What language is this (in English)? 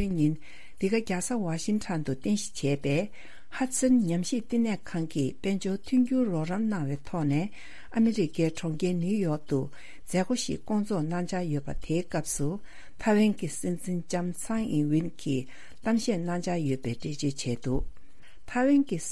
Tibetan